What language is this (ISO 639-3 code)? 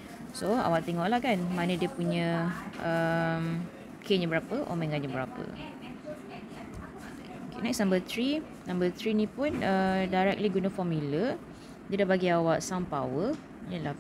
msa